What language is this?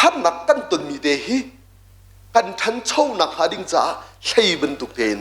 Hakha Chin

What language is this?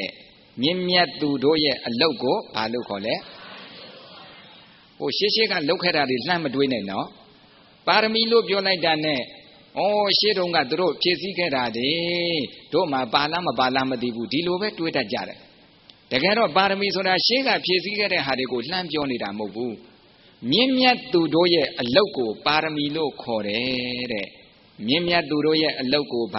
Burmese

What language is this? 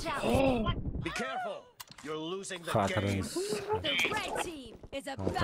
Kara-Kalpak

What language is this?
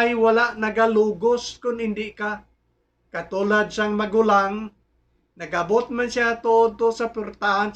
Hiligaynon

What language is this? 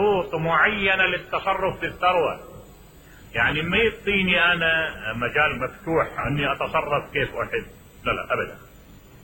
Mesopotamian Arabic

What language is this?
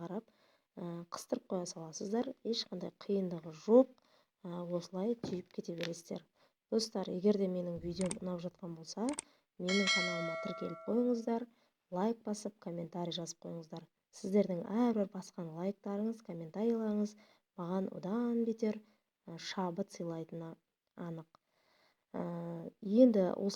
Kazakh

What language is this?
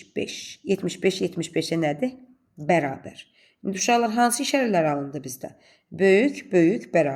Azerbaijani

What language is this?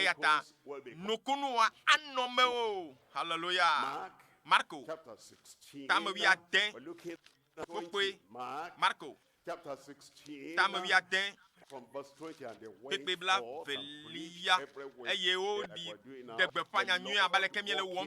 Ewe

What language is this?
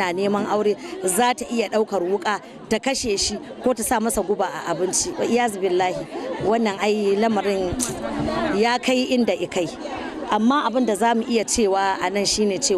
Hausa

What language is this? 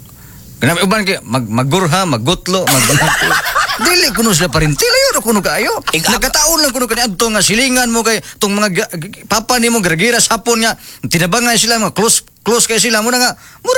Cebuano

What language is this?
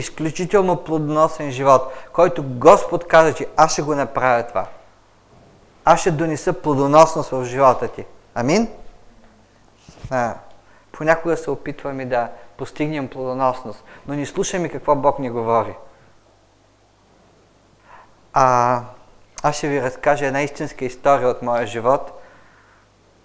Bulgarian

